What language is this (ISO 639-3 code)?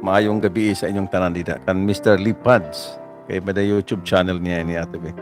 war